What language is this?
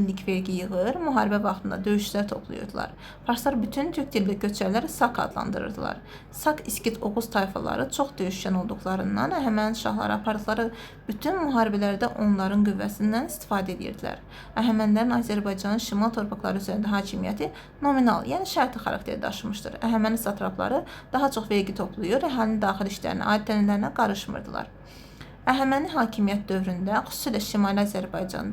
Azerbaijani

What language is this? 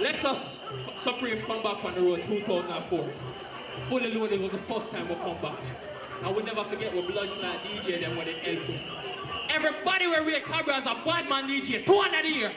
Jamaican Creole English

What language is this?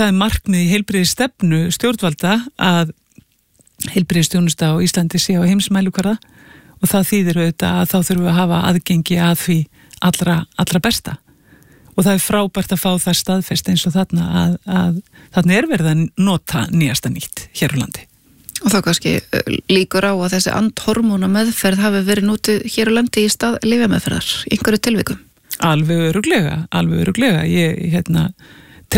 Icelandic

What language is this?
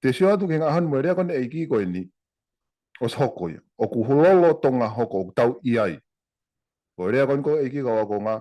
Tongan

